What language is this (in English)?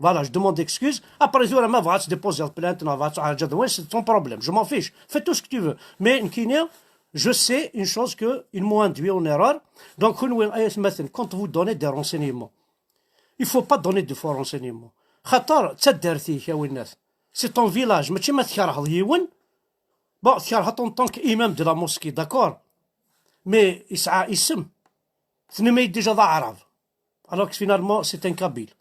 Kabyle